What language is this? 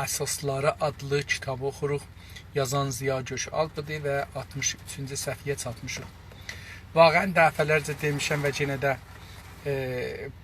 South Azerbaijani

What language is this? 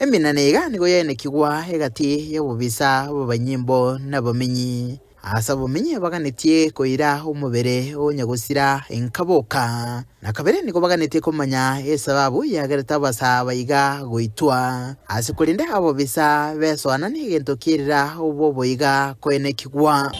Gusii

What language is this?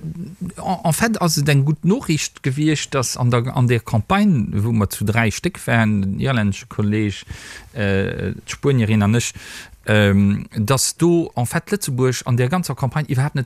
Luxembourgish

